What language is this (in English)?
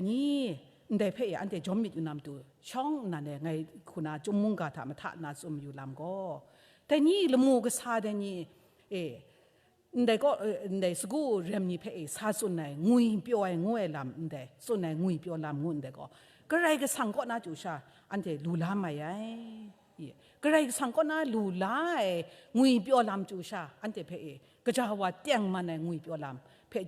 Kachin